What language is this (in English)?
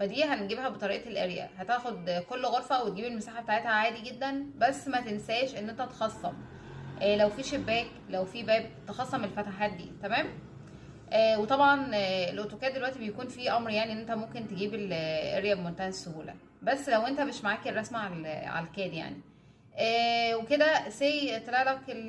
Egyptian Arabic